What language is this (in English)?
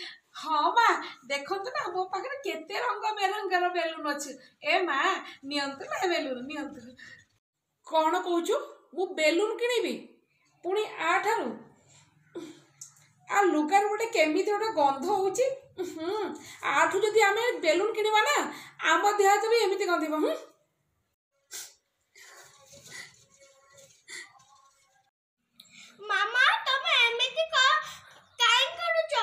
Odia